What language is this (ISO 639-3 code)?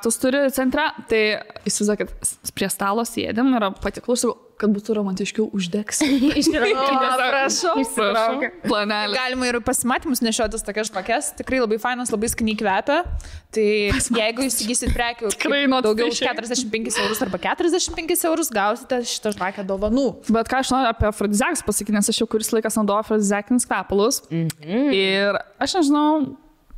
lit